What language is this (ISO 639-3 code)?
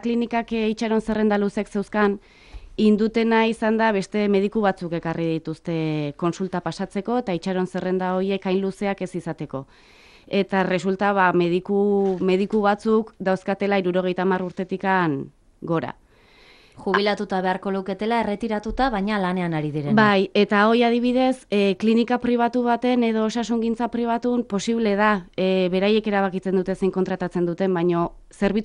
eus